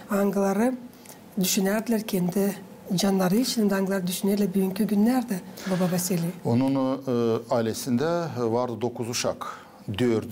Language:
Gagauz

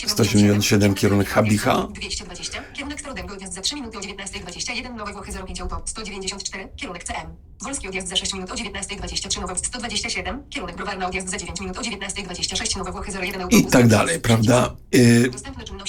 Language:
Polish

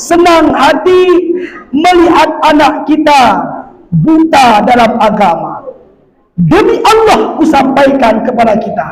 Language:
Batak Alas-Kluet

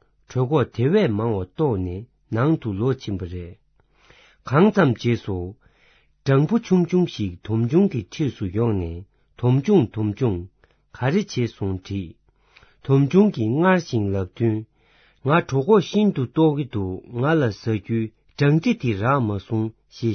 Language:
Tibetan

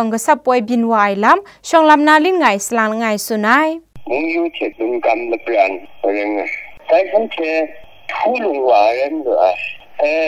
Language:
Kachin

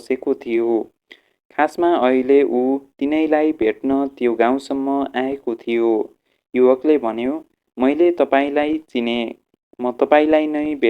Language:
Nepali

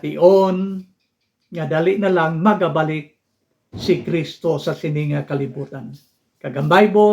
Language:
Hiligaynon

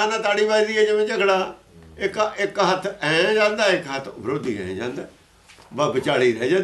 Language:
Punjabi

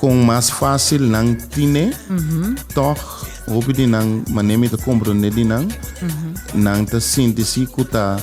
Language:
Papiamento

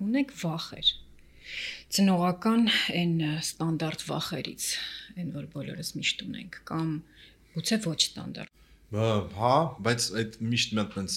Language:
Armenian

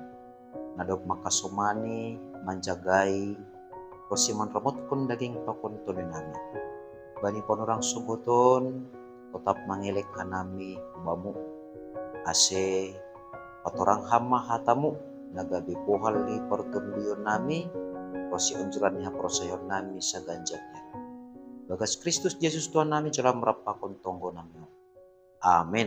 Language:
Batak Simalungun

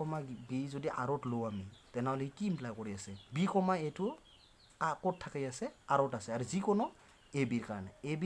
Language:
Assamese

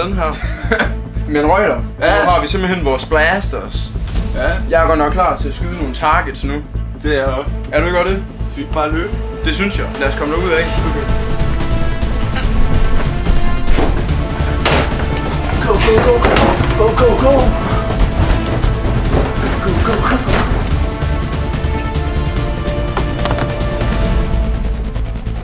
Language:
Danish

